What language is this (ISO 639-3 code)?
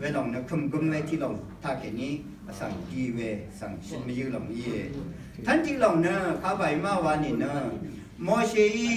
raw